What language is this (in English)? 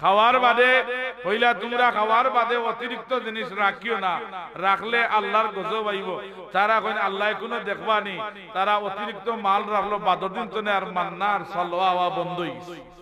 Sylheti